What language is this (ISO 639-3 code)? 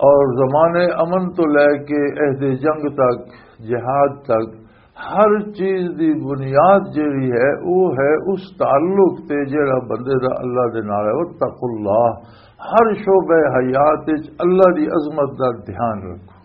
lah